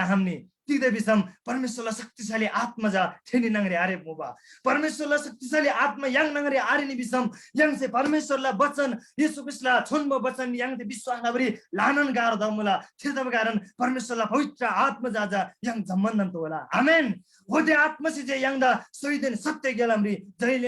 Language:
Eastern Tamang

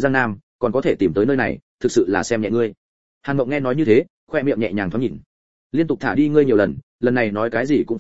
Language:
Vietnamese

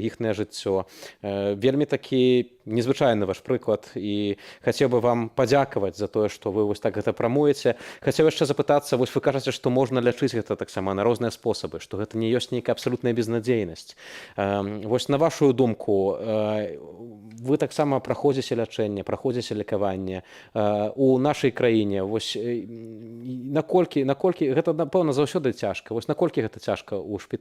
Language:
Belarusian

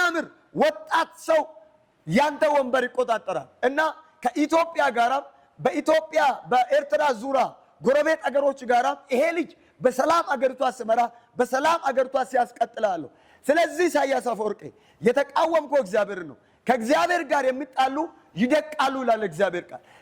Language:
Amharic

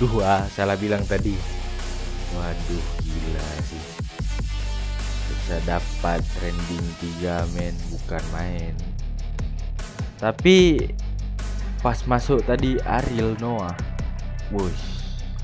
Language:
Indonesian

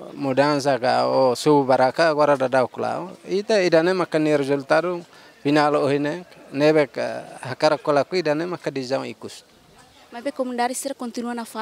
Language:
Tetum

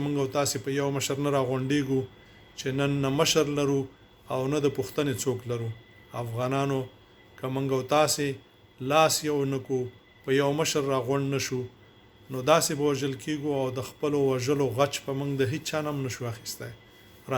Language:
Pashto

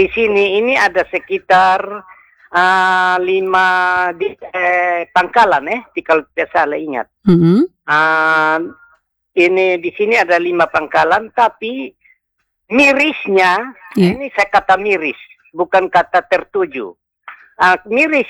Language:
Indonesian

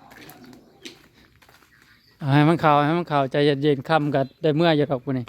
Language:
Northeastern Thai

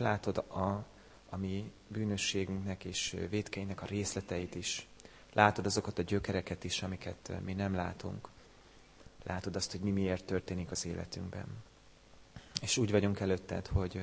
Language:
Hungarian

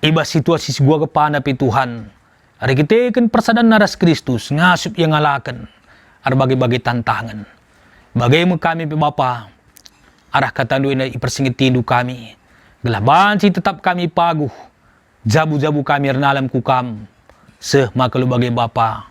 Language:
Batak Karo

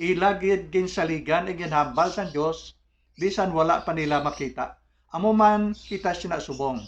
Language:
Hiligaynon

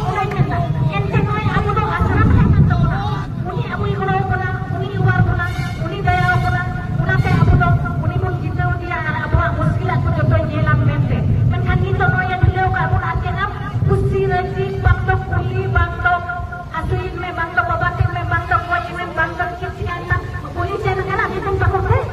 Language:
Santali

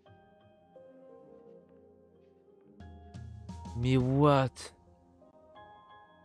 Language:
French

